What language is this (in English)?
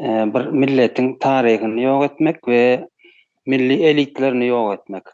Turkmen